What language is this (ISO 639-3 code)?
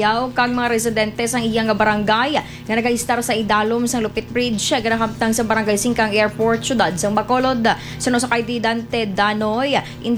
hil